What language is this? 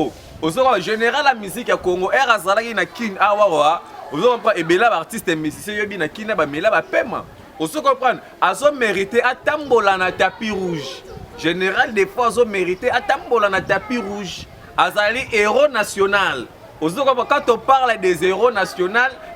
Lingala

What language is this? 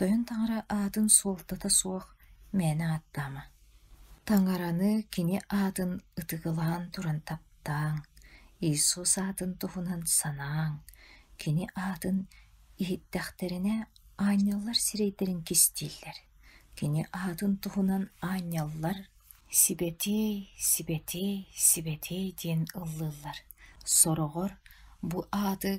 Yakut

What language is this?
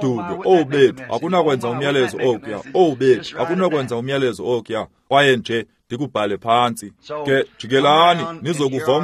Xhosa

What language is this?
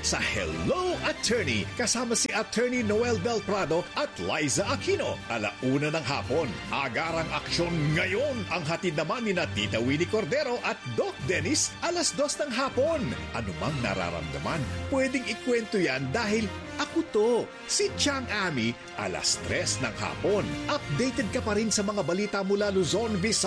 Filipino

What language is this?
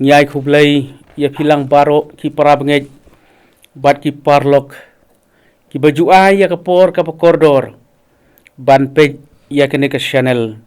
Khasi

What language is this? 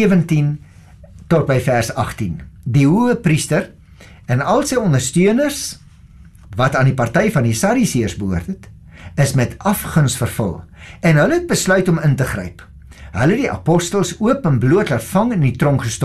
Afrikaans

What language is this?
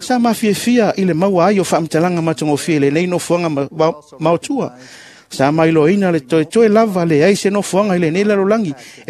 Samoan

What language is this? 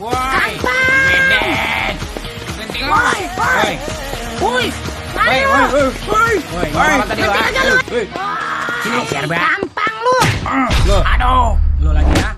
Betawi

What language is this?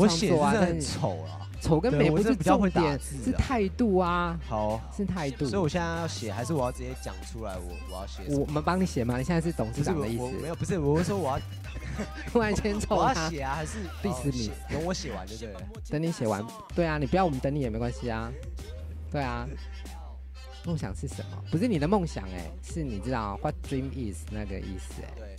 Chinese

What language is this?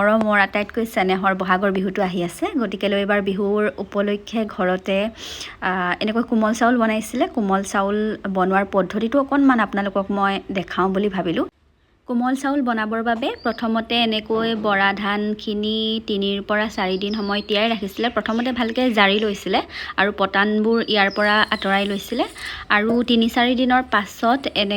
Assamese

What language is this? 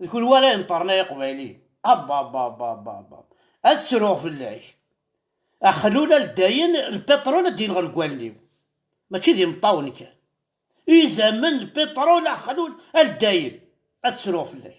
Kabyle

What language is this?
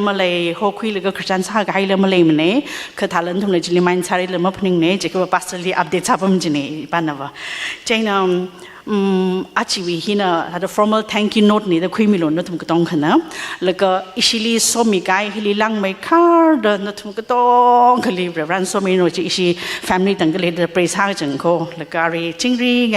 Tangkhul Naga (India)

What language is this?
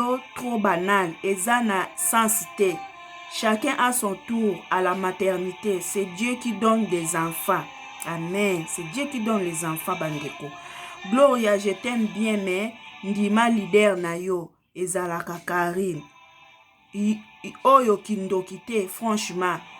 Lingala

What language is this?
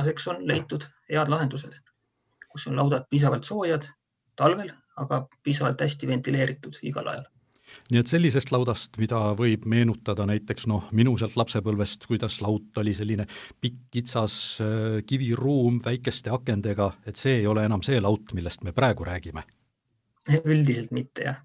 Estonian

